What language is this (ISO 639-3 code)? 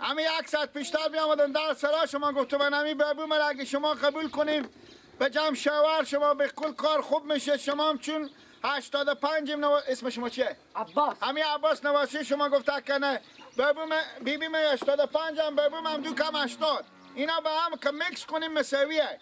fas